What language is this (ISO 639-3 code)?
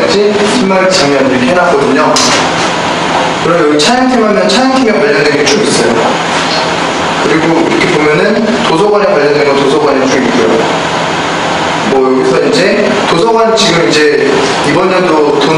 kor